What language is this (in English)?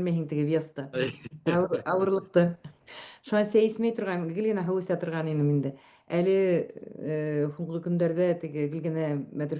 Bashkir